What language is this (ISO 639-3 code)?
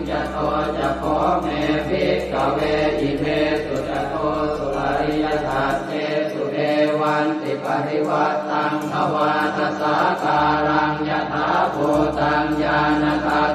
pli